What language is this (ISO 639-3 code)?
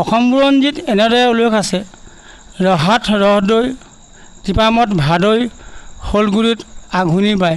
asm